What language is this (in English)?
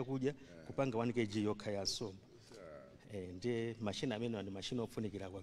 Nyanja